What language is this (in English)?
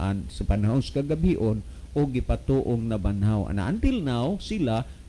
Cebuano